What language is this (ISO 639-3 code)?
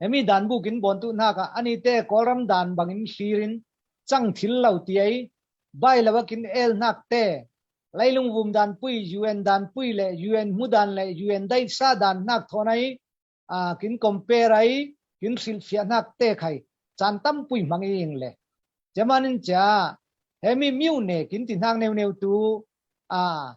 cfm